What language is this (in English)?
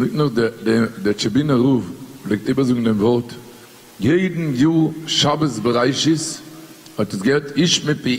Yiddish